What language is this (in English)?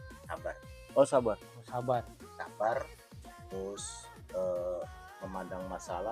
Betawi